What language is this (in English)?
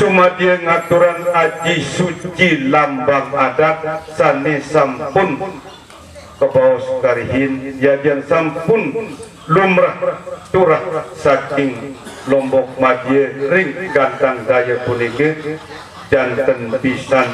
Sasak